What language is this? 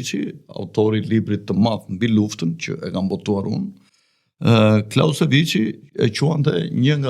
Albanian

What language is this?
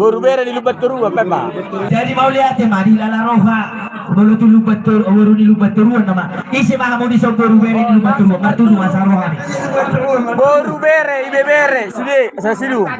Batak Toba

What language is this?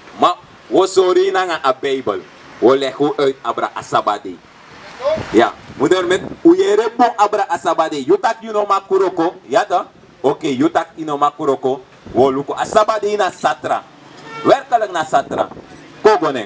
Sranan Tongo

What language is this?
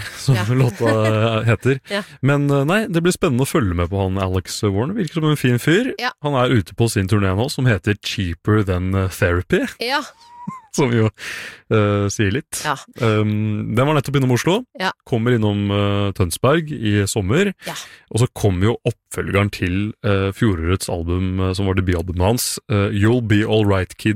Norwegian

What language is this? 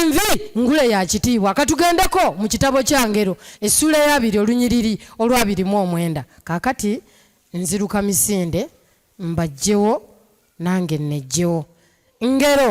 Ganda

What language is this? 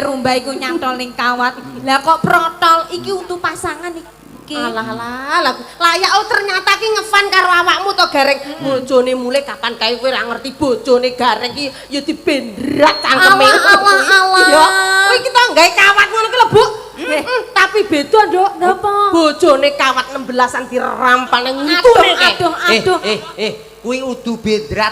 Javanese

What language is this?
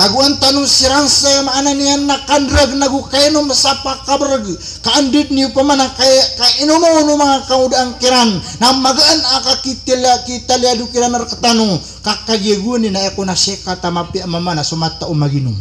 Maranao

